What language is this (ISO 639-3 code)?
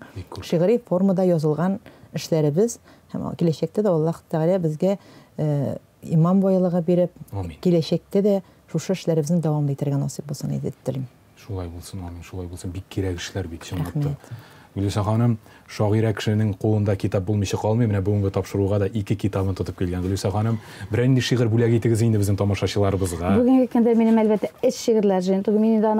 tat